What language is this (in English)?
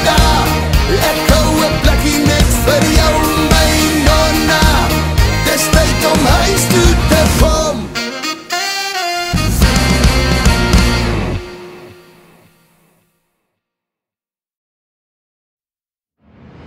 Afrikaans